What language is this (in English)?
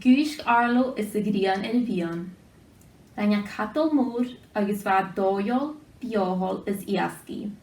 Scottish Gaelic